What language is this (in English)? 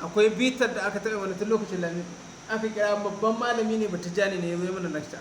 Hausa